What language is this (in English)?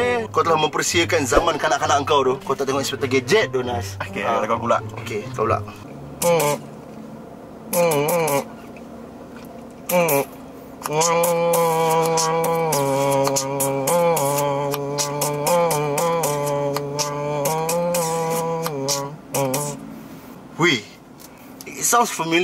Malay